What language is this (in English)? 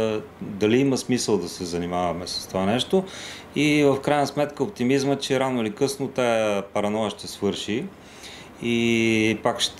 Bulgarian